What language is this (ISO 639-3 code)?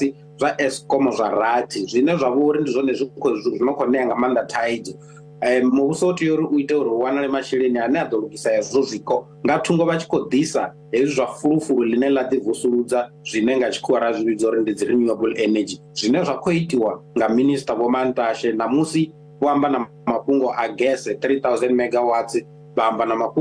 ven